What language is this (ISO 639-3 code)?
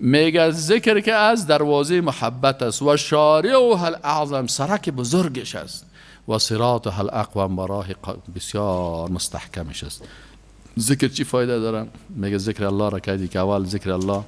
fas